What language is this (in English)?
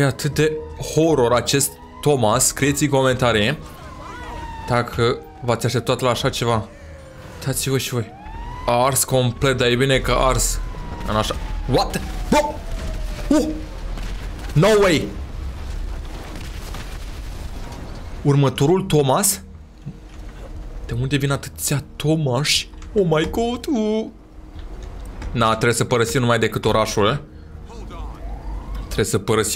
Romanian